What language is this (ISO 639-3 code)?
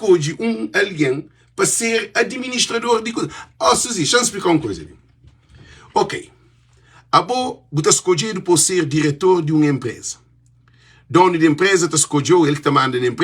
kea